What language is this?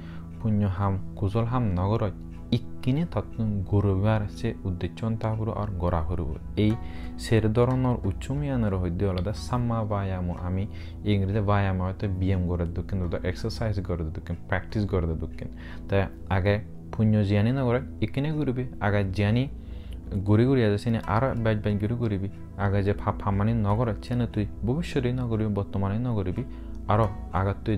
Chakma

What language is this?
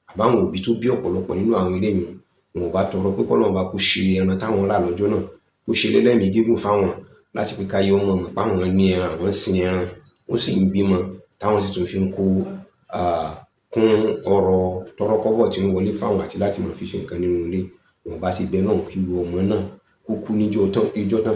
Yoruba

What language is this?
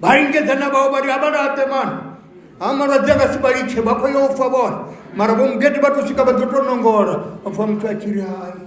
Venda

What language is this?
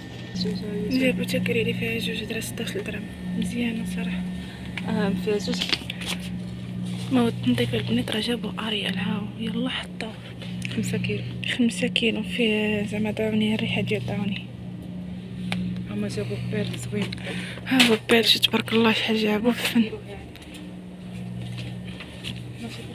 Moroccan Arabic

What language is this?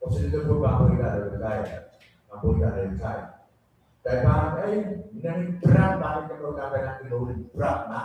Pohnpeian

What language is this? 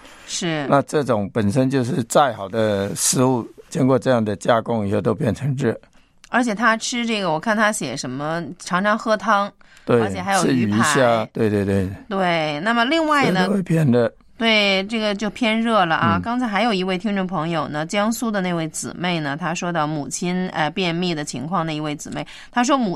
Chinese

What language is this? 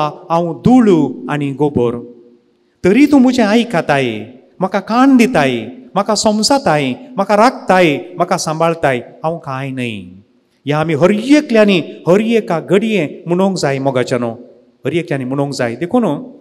Konkani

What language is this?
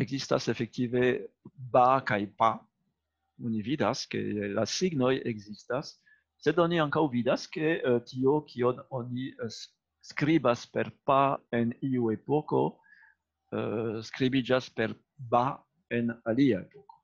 Esperanto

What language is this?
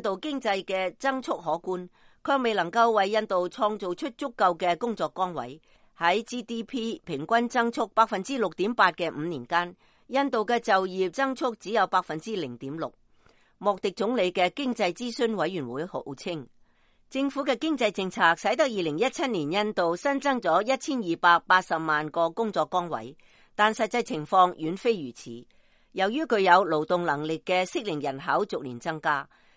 Cantonese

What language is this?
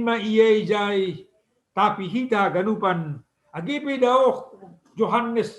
Batak Simalungun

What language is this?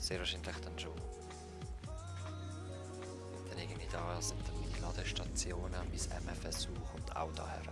Swiss German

